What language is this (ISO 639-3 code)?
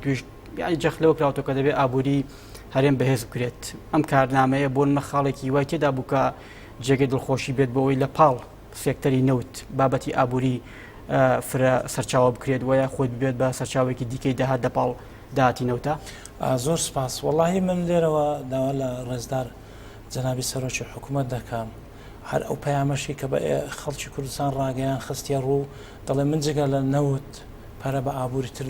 ckb